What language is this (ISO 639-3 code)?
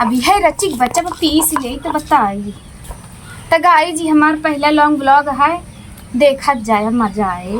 awa